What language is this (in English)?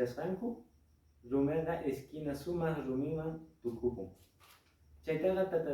Quechua